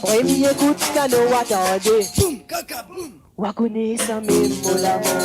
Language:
Morisyen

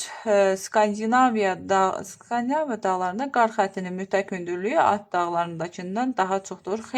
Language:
Azerbaijani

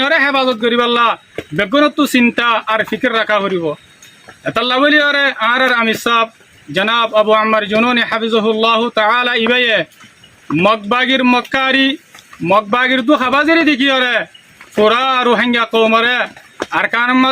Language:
Rohingya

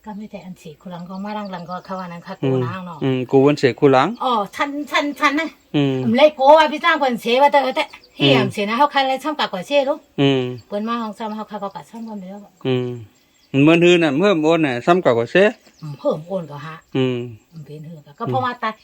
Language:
Shan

